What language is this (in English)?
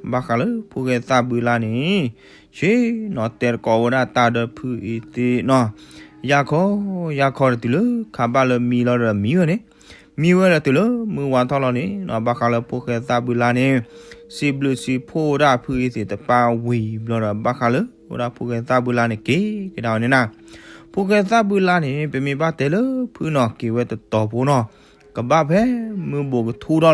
S'gaw Karen